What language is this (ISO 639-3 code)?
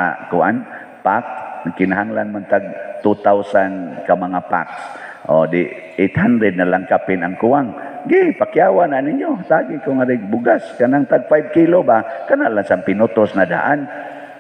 ceb